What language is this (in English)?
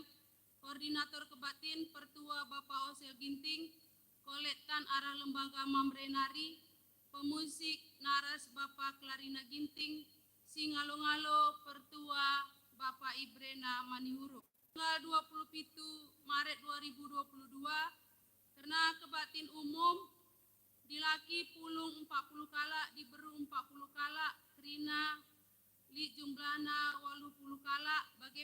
Batak Karo